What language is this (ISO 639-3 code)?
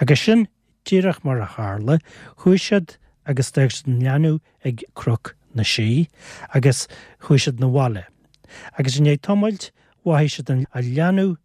gle